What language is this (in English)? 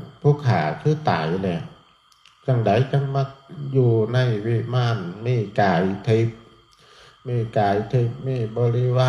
Northeastern Thai